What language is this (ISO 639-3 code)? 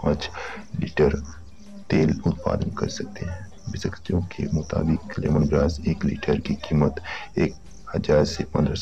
hin